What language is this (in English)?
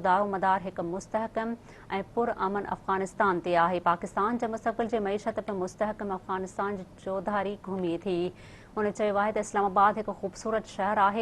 Sindhi